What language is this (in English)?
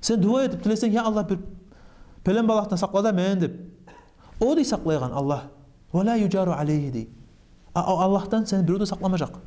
Kumyk